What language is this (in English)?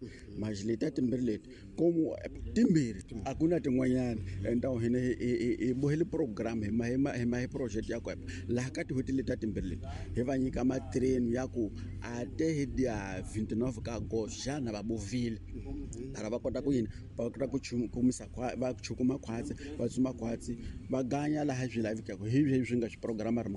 Tsonga